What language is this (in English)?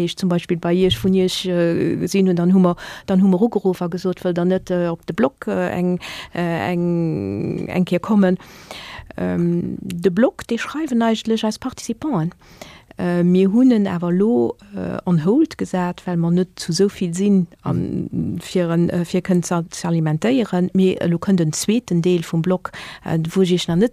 Luxembourgish